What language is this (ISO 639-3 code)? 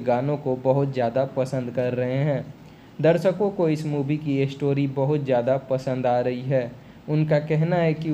hin